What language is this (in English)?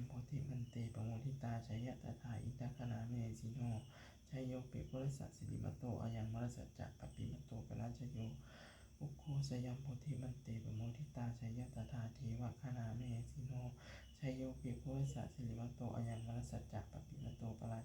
Pali